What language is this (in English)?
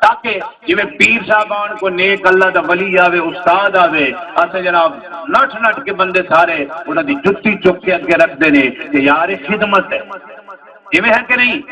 Saraiki